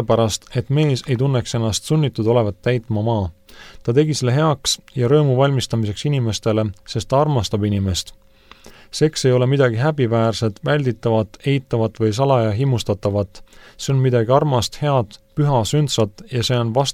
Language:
Estonian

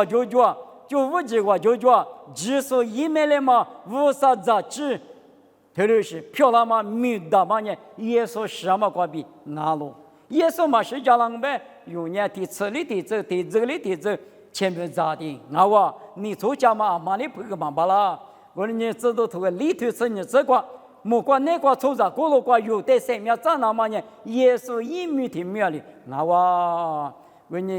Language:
Lisu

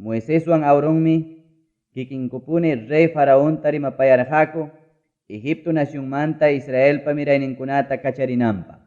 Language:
Ayacucho Quechua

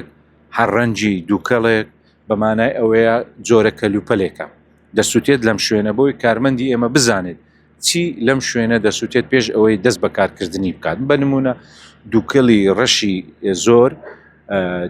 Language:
Central Kurdish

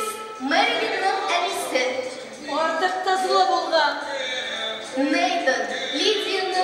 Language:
Tatar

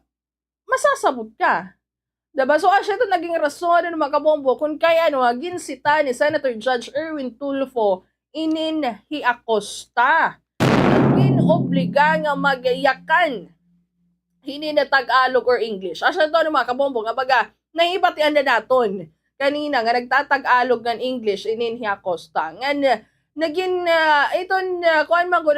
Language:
Waray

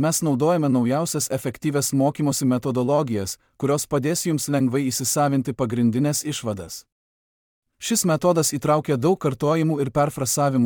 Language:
Lithuanian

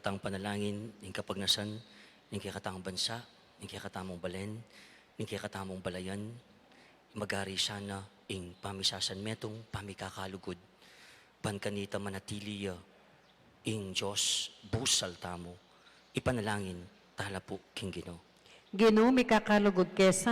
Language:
Pampanga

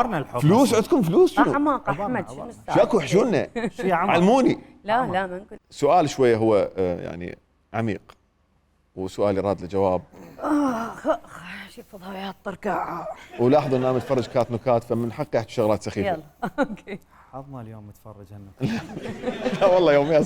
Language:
Mesopotamian Arabic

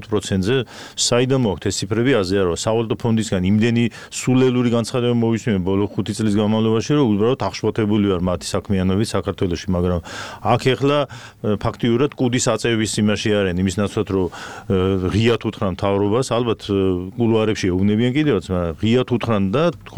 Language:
Georgian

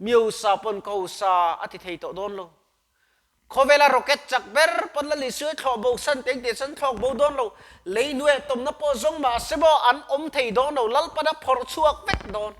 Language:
Mizo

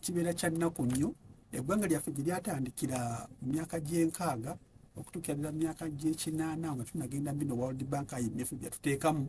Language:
Ganda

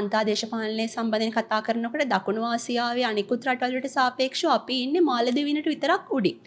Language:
Sinhala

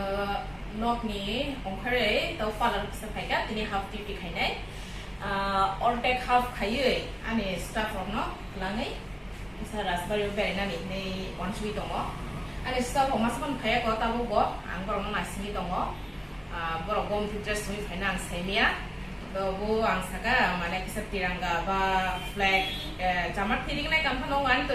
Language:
Kok Borok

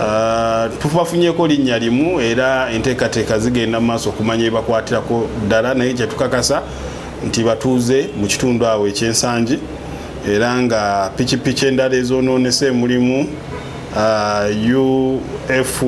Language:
Ganda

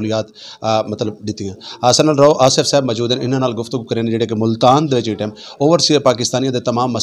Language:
Saraiki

